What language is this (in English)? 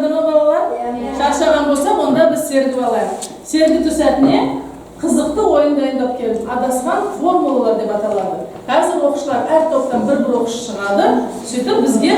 Kazakh